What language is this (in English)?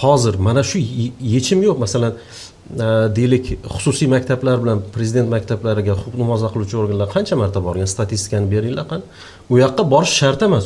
Uzbek